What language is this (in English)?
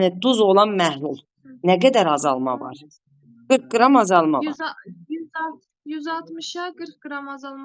Azerbaijani